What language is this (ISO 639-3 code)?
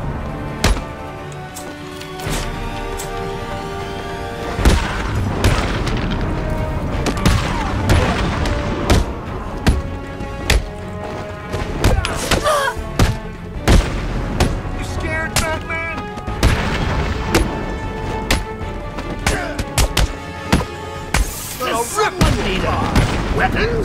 eng